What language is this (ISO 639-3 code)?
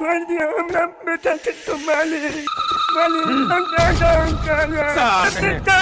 mai